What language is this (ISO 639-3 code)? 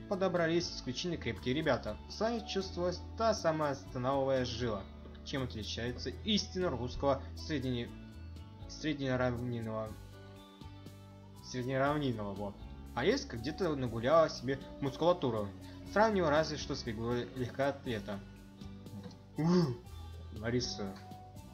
rus